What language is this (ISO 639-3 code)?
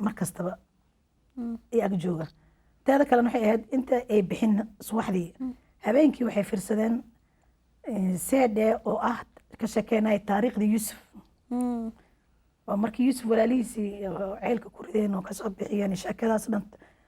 som